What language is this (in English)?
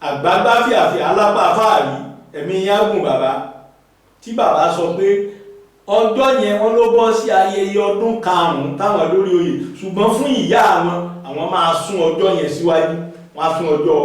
Yoruba